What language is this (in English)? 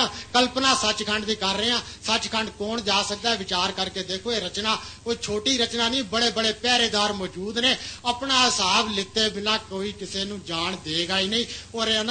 Punjabi